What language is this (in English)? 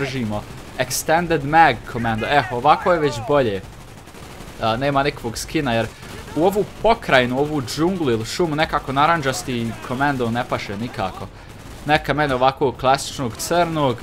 Croatian